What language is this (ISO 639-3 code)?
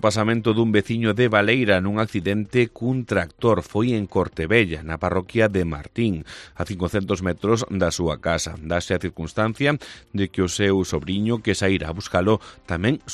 glg